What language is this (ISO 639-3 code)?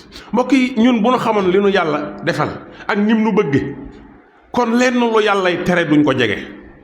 wol